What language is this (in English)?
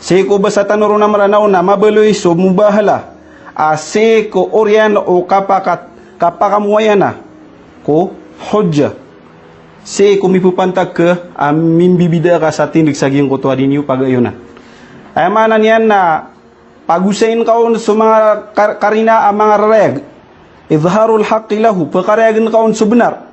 Maranao